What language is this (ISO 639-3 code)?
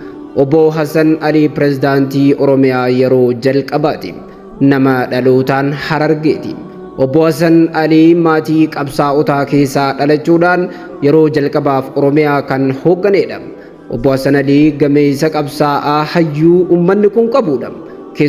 orm